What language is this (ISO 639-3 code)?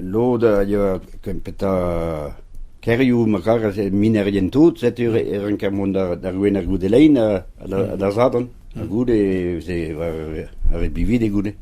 bre